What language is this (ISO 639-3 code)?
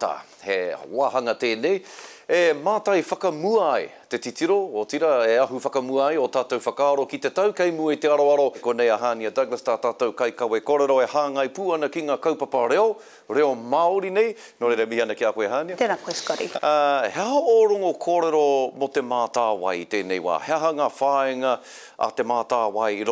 mri